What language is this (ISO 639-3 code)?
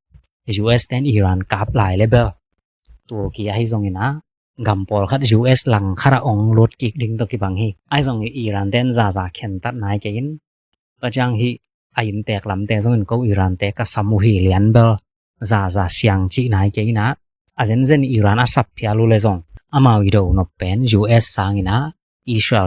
ctd